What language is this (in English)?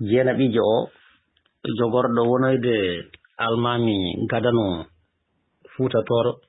Fula